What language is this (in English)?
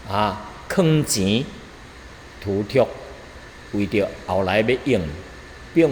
Min Nan Chinese